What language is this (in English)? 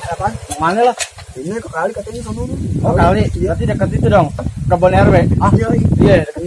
Betawi